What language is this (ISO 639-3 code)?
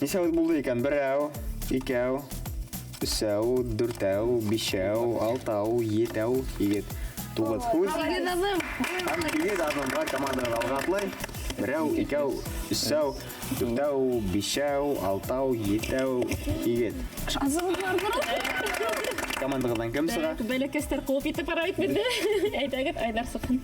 bak